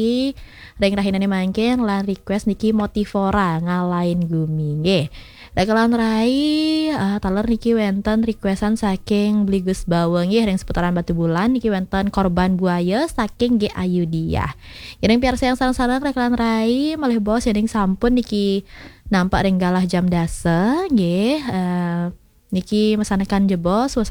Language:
Balinese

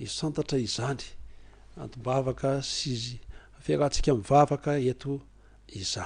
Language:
Malagasy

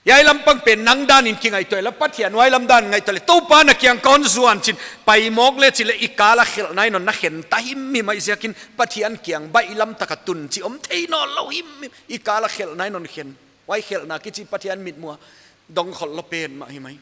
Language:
Paite Chin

